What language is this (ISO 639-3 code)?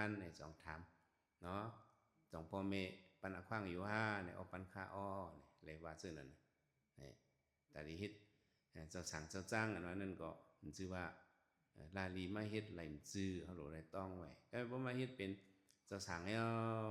shn